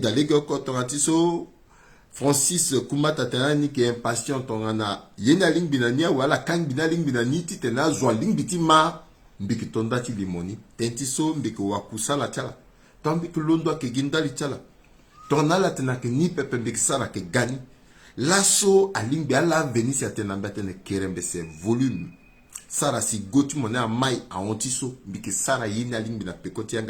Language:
Sango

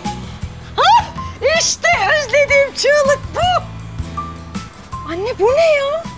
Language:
Turkish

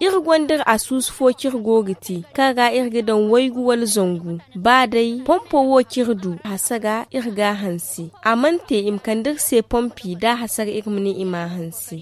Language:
Zarma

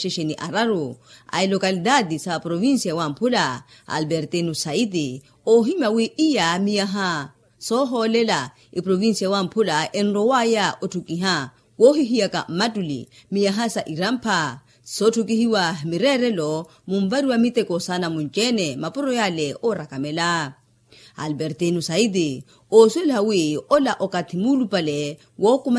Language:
Makhuwa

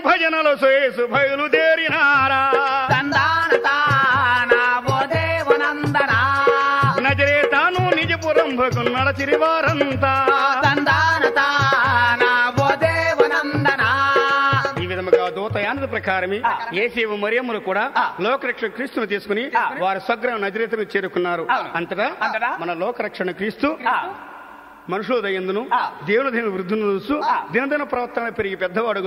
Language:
Telugu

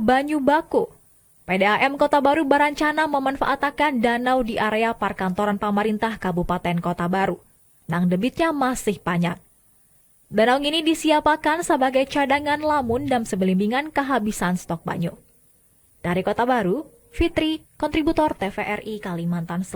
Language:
Banjar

